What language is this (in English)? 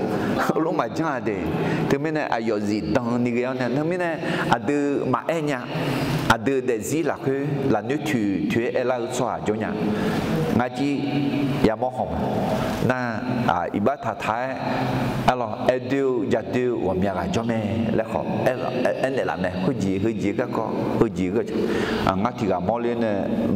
Akha